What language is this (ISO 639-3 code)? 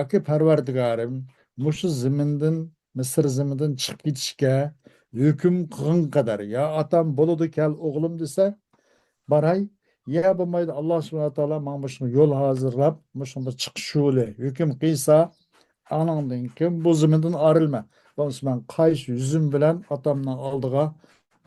uig